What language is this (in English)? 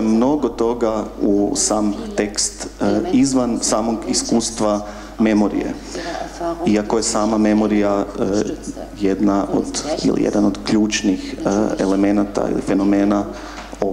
Croatian